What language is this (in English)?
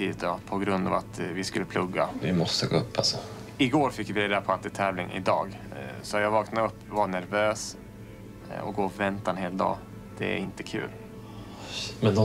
Swedish